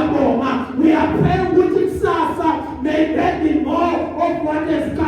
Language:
Zulu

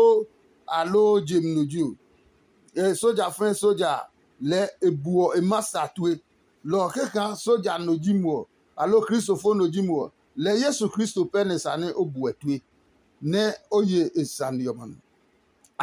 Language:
Adangme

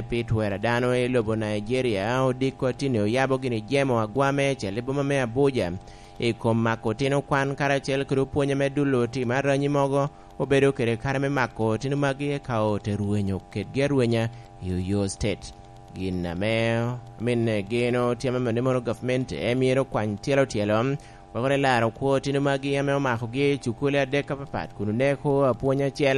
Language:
Lango (Uganda)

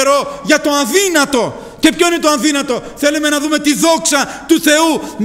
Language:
Greek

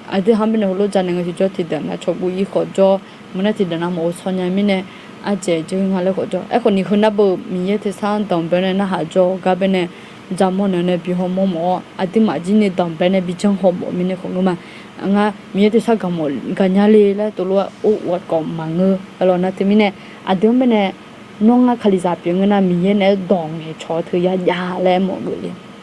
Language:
Akha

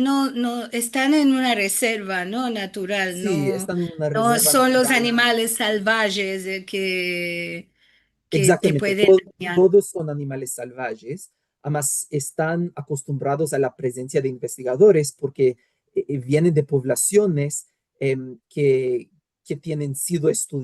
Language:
Ladino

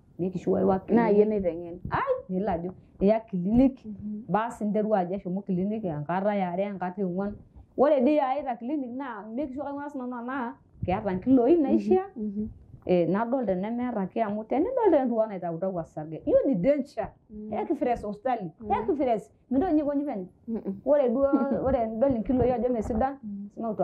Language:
Masai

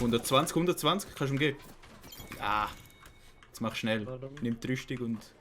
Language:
Swiss German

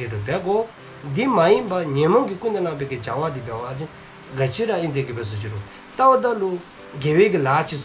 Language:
Dzongkha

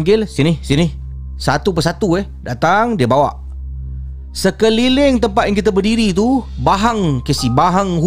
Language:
Malay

